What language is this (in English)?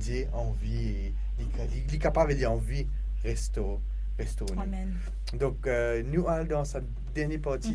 Morisyen